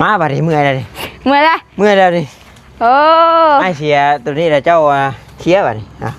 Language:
Northeastern Thai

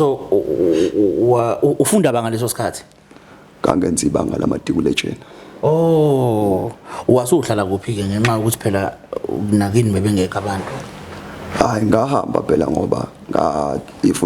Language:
Zulu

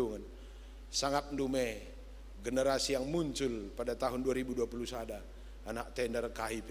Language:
Batak Karo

